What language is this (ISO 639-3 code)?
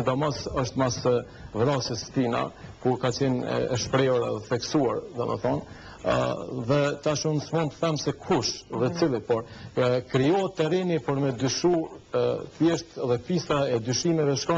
sqi